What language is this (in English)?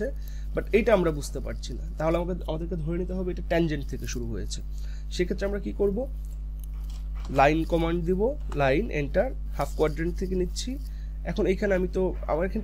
Bangla